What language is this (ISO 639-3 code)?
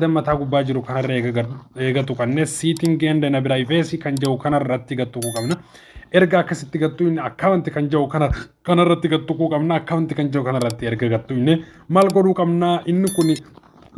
orm